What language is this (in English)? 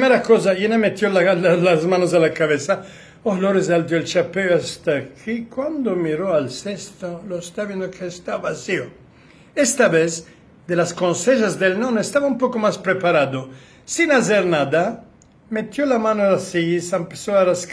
Ladino